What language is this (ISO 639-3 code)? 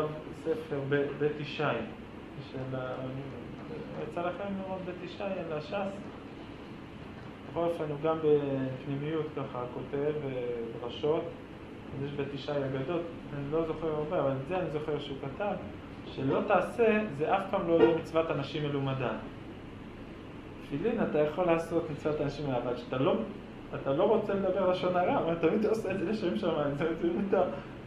heb